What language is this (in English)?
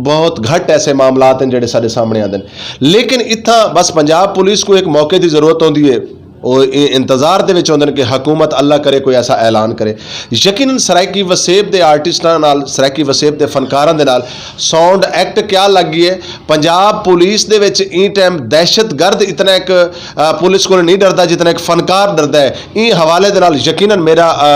Saraiki